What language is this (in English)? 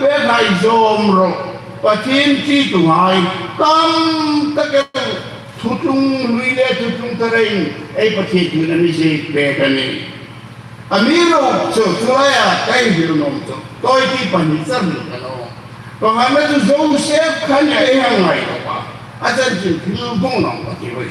Hmar